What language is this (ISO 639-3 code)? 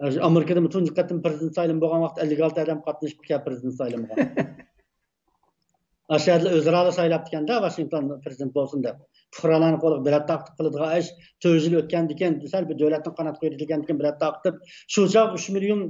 uig